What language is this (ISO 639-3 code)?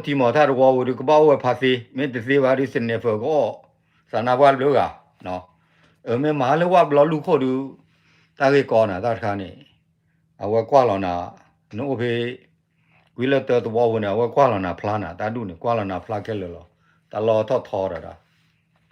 ksw